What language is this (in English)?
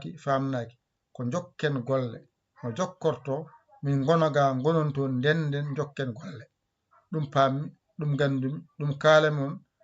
Fula